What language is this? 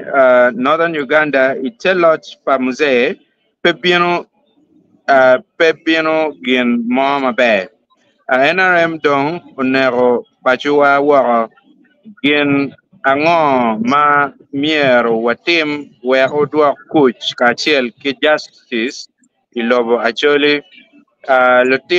Acoli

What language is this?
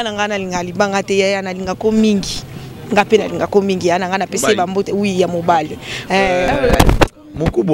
Lingala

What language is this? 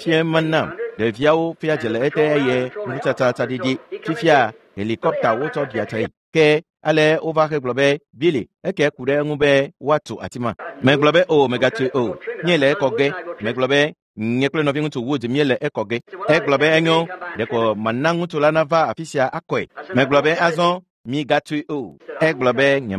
Ewe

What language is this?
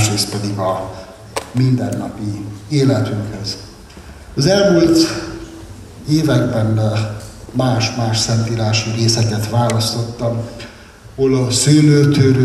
Hungarian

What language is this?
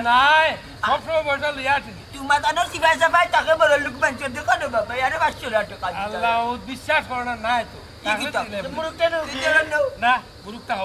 Sylheti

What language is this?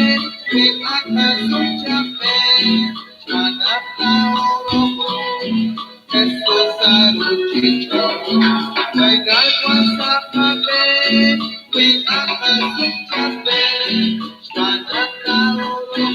Kekchí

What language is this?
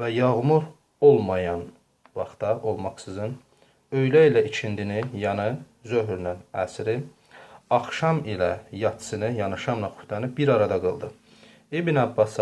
Azerbaijani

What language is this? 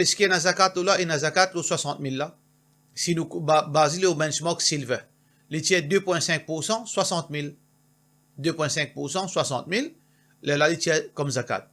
Morisyen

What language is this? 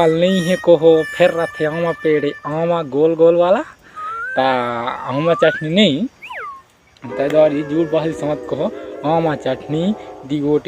Chhattisgarhi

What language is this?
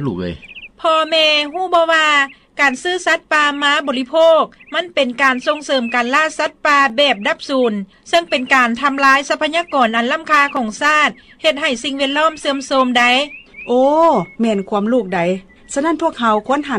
Lao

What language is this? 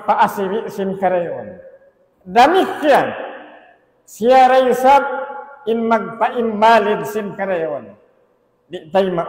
Tausug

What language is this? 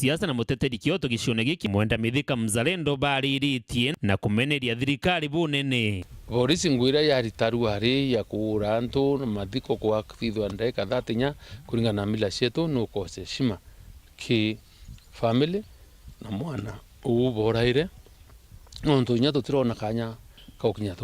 Meru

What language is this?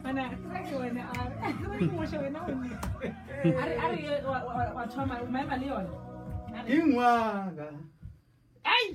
Northern Sotho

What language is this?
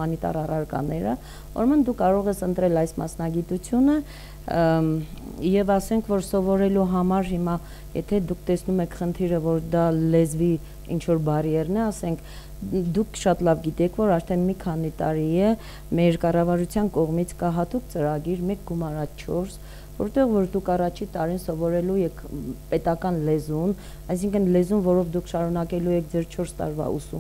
Armenian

